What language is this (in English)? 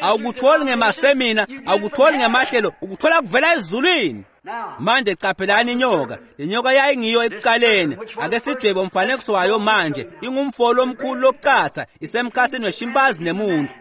Swati